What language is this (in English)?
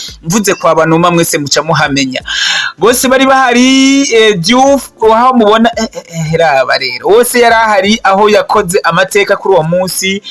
Rundi